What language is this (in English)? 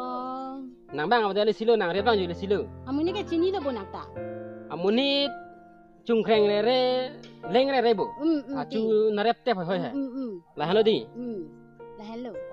Karbi